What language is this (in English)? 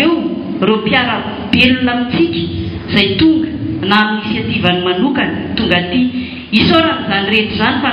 Malagasy